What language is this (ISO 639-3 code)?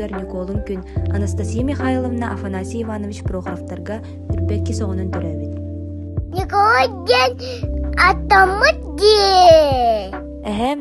sah